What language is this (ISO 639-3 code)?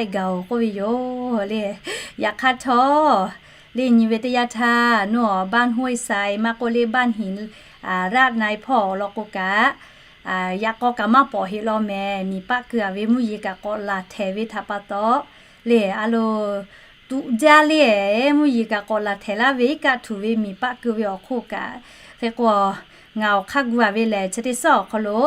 lhu